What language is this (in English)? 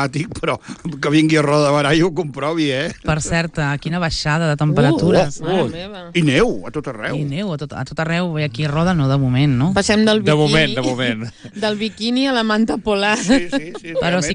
Catalan